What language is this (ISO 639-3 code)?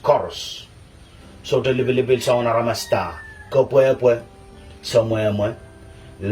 pon